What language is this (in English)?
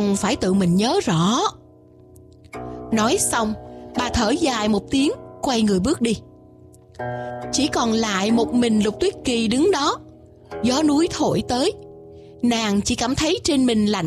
Vietnamese